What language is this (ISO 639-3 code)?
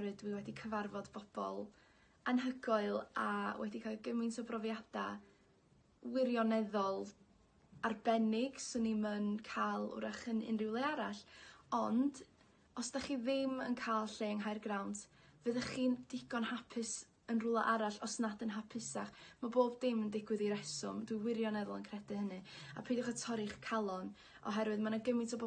cym